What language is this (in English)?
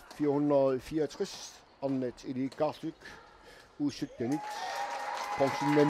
Kalaallisut